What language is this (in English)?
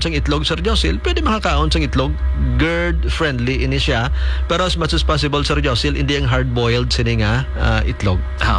Hiligaynon